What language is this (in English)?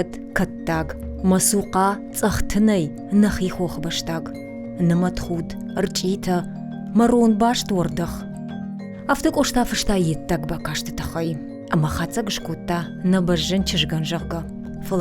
Ossetic